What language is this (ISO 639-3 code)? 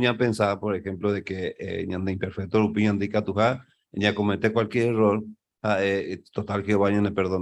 grn